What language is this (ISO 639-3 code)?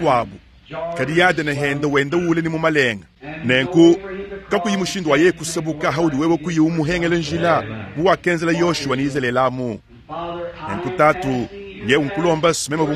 lua